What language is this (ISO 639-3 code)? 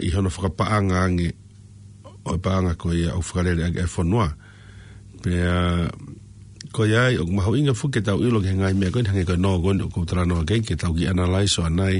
ton